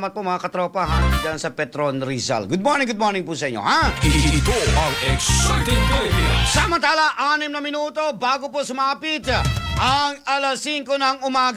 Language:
Filipino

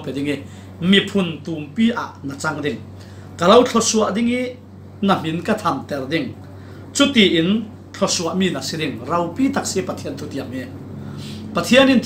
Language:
Falam Chin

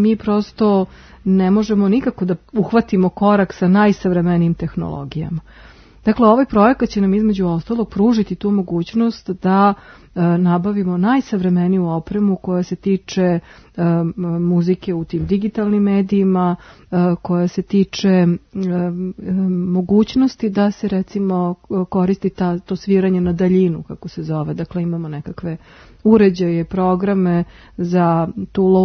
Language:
Serbian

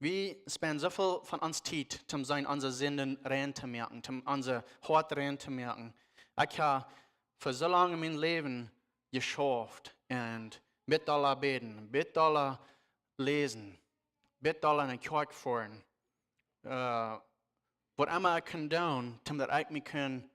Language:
Plautdietsch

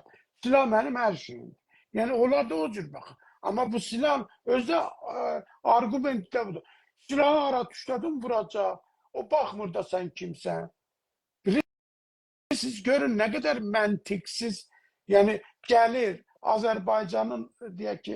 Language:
South Azerbaijani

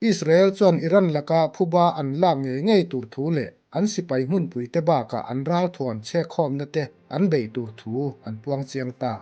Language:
Mizo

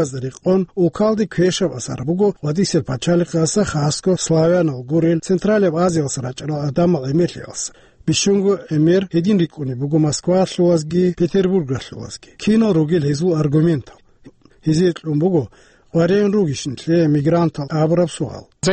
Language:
Avaric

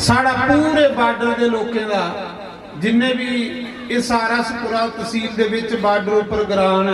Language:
Dogri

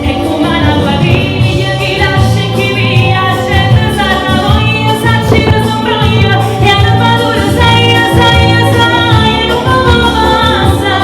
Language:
Neapolitan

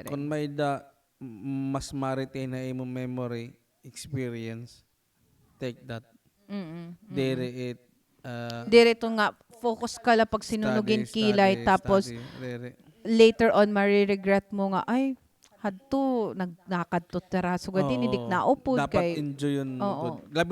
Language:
Waray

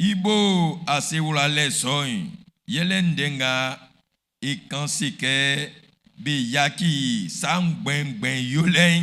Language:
Baoulé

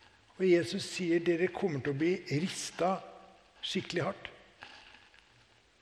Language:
Norwegian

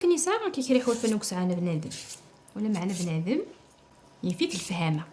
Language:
Kabyle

